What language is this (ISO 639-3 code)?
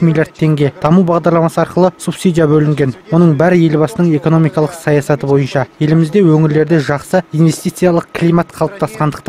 kaz